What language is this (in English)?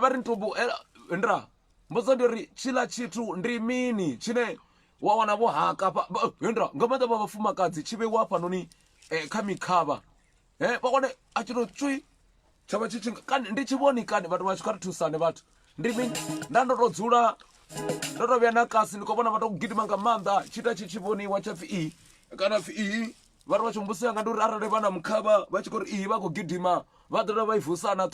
Venda